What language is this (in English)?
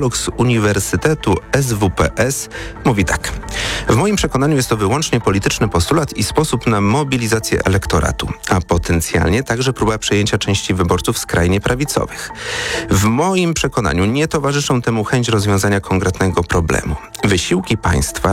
Polish